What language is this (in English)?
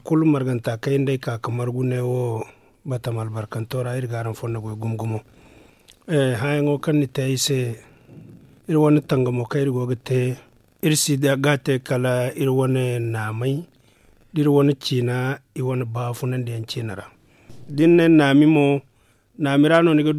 Zarma